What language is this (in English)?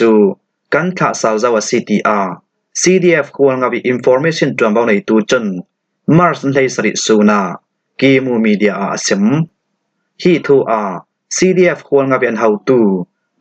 Falam Chin